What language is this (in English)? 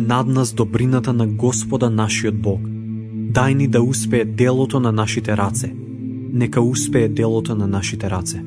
Macedonian